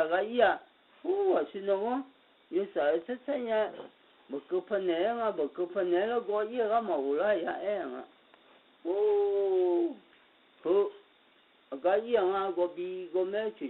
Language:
Akha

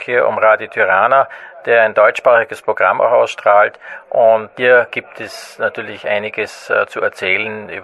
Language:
German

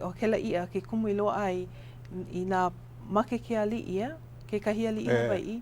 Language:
Hawaiian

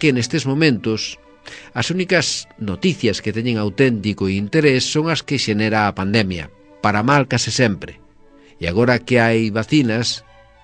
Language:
Galician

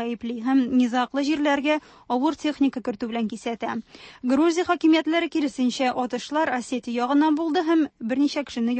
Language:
Tatar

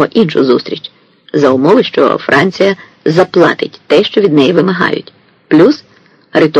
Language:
Ukrainian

